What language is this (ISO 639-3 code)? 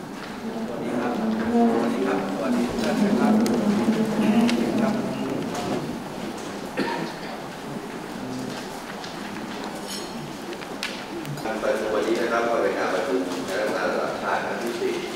tha